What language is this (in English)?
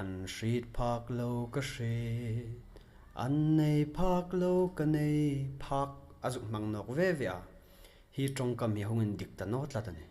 Hmar